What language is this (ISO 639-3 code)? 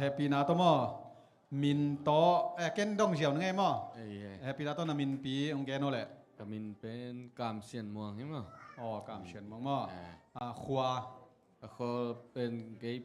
ctd